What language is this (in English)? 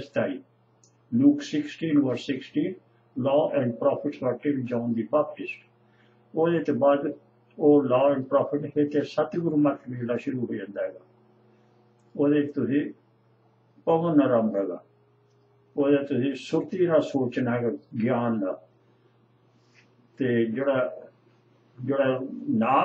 Punjabi